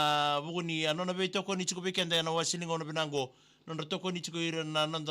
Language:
Fijian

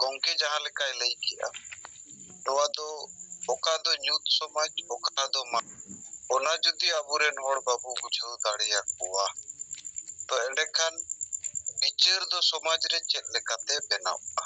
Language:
Santali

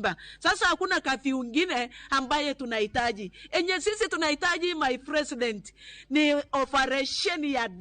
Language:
Luo (Kenya and Tanzania)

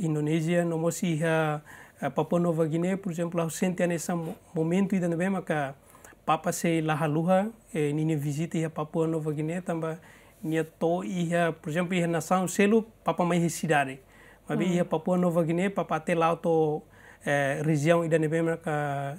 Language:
Tetum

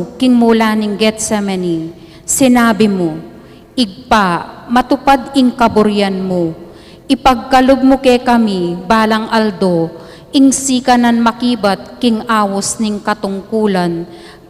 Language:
Pampanga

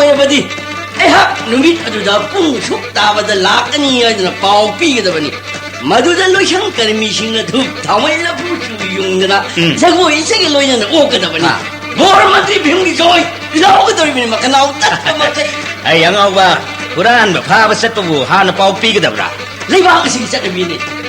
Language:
Manipuri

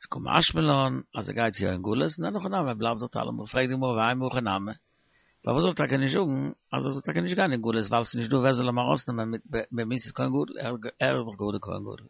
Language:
Yiddish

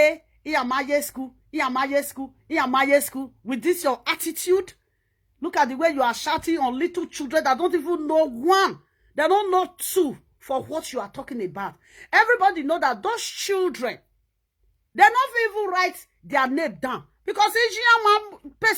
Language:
Nigerian Pidgin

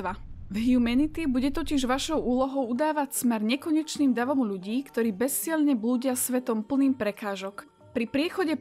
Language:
Slovak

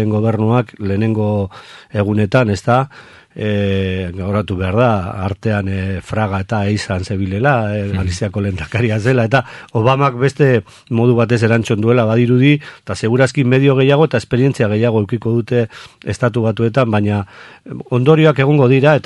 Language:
Basque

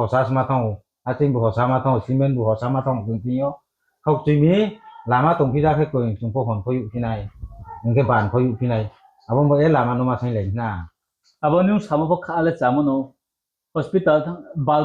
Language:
Riang (India)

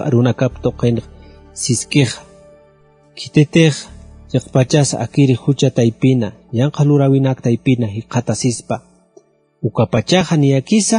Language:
Aymara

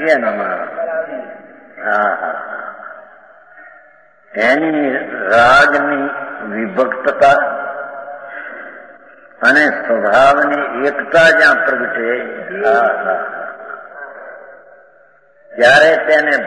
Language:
Gujarati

